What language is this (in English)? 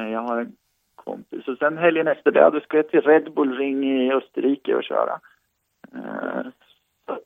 Swedish